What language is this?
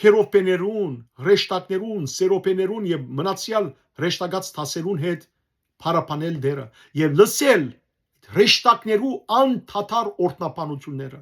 Western Armenian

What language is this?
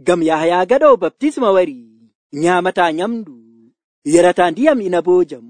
Nigerian Fulfulde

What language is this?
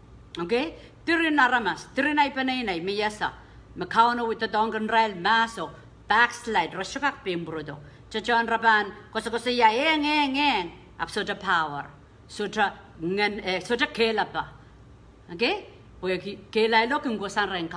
Pohnpeian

